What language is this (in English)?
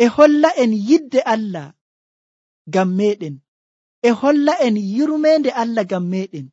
Nigerian Fulfulde